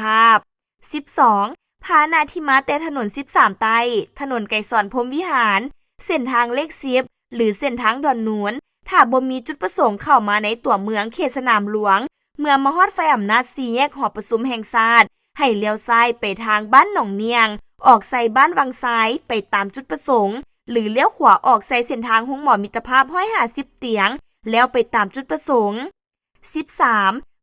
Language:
Lao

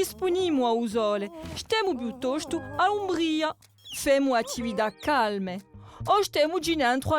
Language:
Corsican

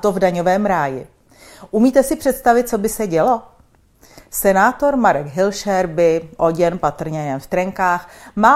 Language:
Czech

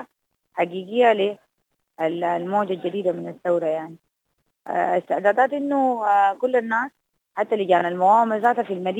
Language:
Sudanese Arabic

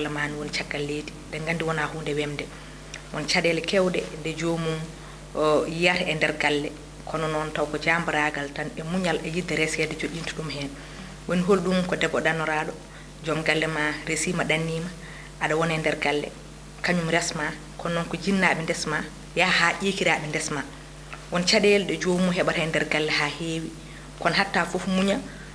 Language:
Fula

